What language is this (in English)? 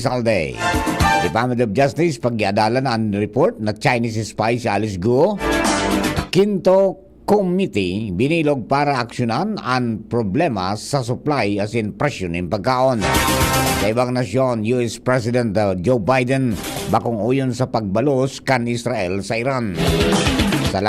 Bikol